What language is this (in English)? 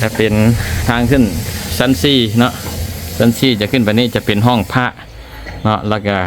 Lao